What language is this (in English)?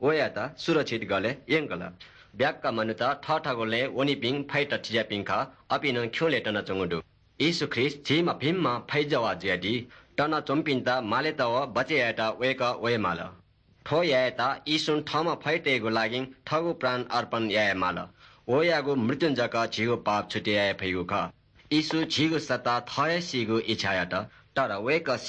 Newari